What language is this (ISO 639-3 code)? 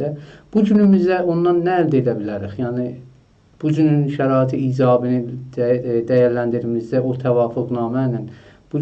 azb